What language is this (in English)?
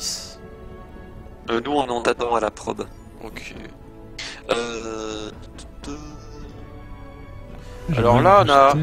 French